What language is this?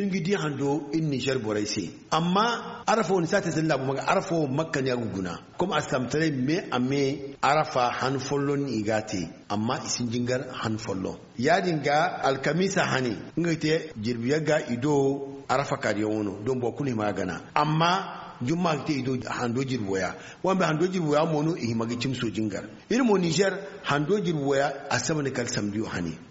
Zarma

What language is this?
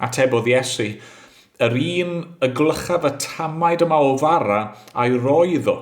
Welsh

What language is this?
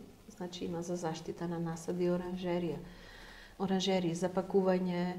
Macedonian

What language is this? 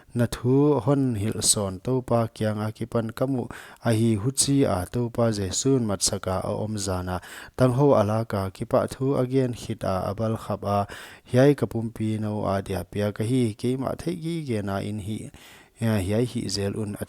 Paite Chin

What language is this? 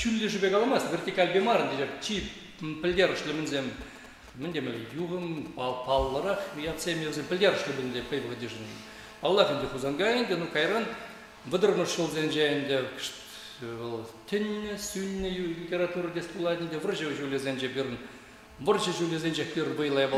Chuvash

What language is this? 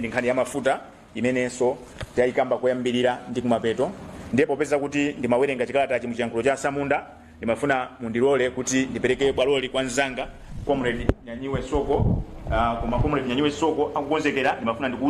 Nyanja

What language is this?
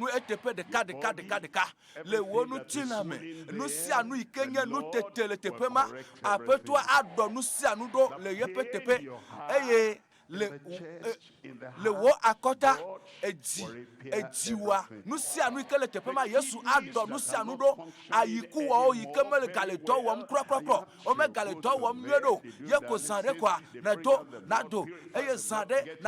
Ewe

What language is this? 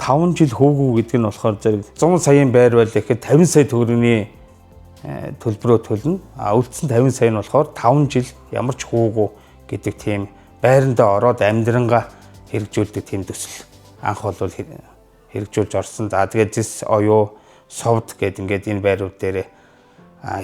Mongolian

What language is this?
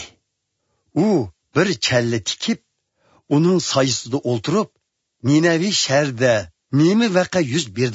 Uyghur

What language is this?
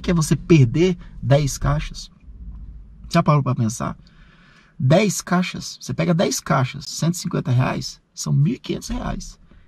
Portuguese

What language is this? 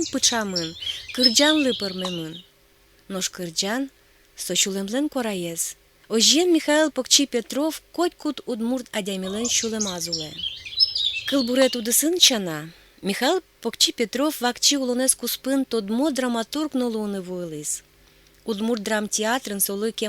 Udmurt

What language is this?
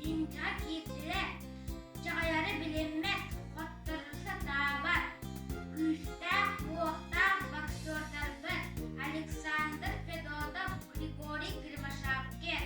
Yakut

